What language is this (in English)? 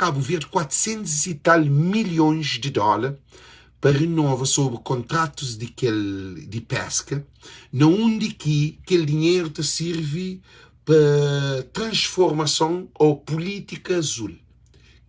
Kabuverdianu